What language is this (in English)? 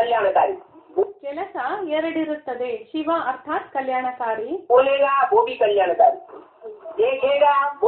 Kannada